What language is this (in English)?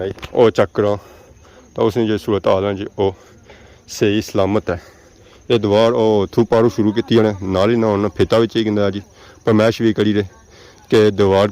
Pahari-Potwari